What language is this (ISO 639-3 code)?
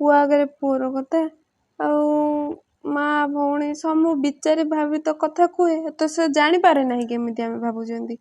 ori